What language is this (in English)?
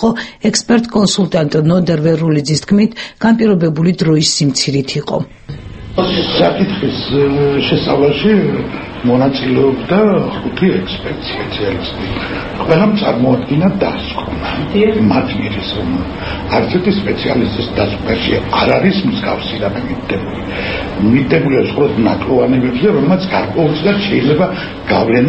Georgian